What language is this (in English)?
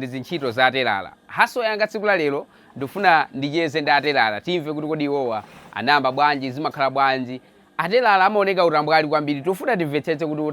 Nyanja